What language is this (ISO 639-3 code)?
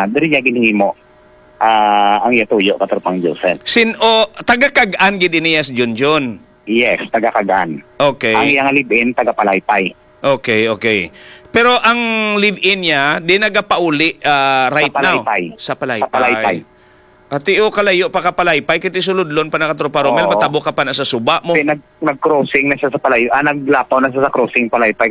hil